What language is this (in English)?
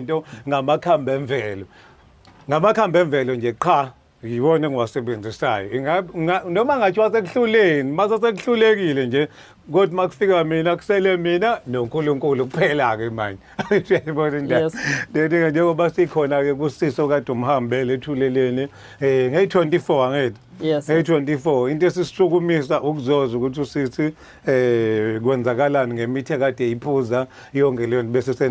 Zulu